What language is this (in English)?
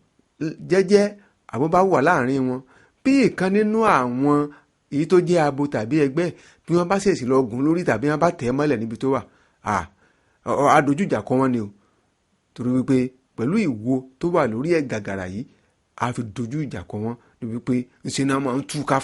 Yoruba